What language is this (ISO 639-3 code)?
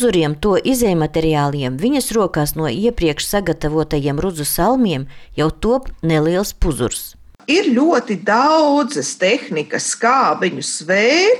lav